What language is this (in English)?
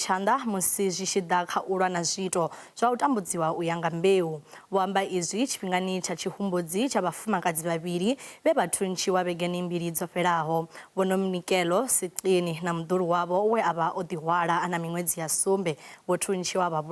Venda